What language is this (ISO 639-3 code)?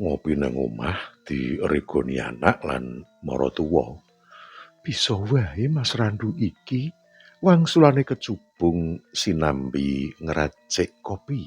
jav